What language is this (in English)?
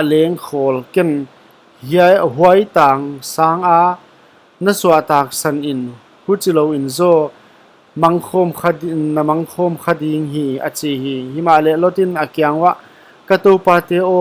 Paite Chin